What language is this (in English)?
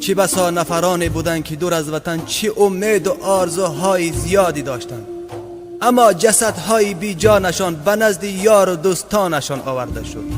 Tajik